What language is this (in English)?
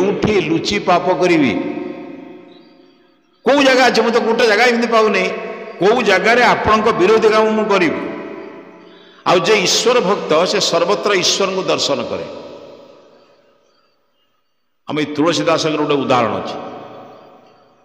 Odia